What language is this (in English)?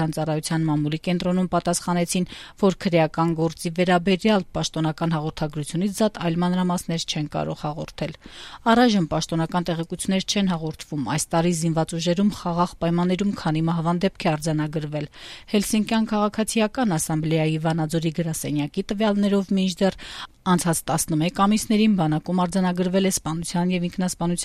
Armenian